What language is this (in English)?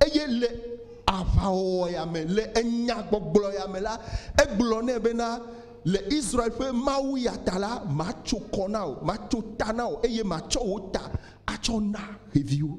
Ewe